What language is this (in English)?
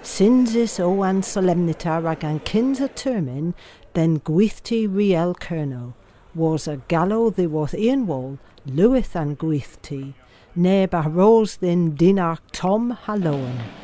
Cornish